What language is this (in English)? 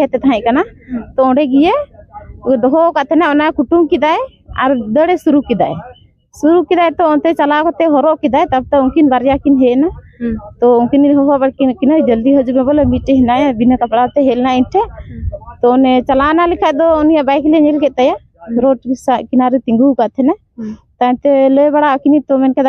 Santali